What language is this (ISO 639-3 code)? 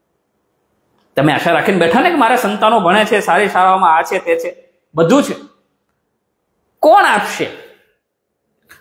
guj